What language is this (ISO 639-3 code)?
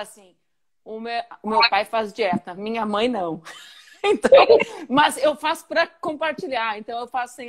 por